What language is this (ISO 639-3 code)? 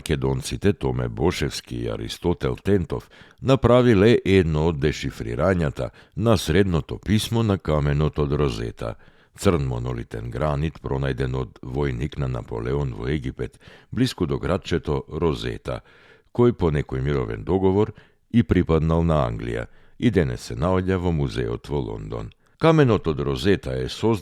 mkd